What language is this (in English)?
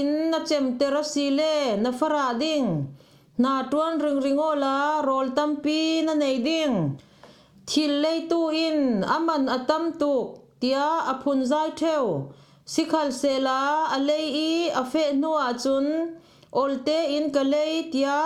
Falam Chin